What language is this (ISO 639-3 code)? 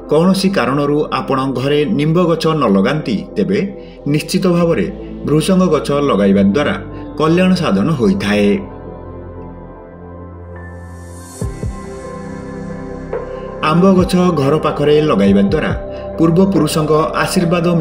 ori